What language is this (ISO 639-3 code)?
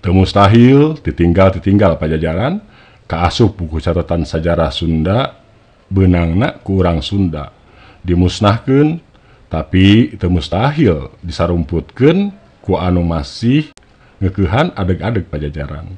sun